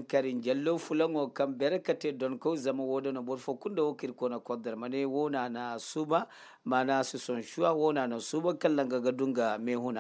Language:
Zarma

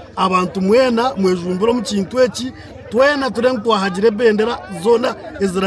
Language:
Nyankole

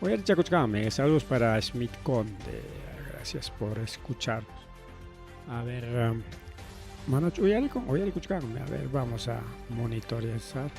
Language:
Ayacucho Quechua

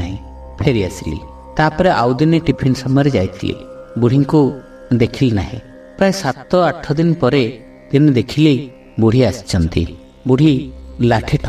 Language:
Odia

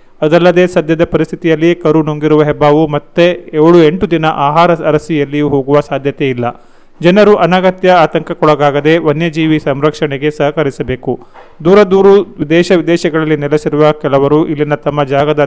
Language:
Kannada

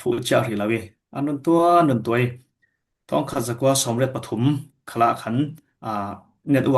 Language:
Falam Chin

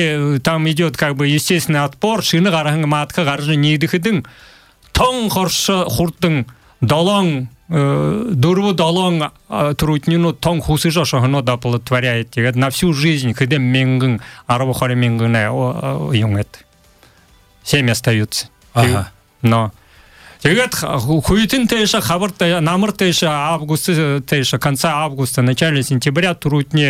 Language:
Buriat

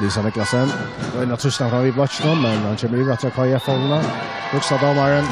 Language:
Faroese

